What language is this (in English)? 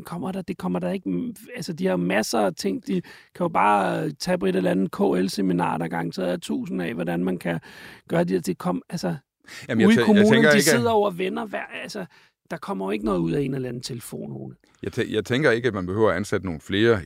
Danish